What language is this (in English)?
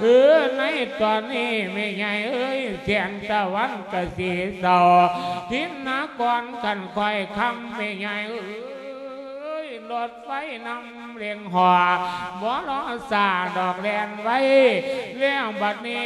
Lao